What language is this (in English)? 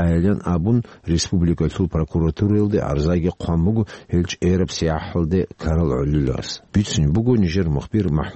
Avaric